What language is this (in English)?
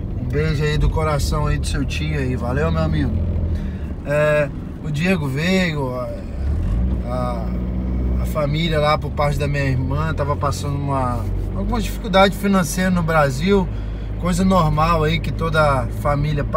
Portuguese